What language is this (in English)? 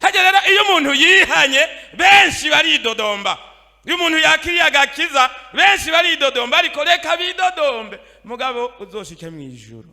Rundi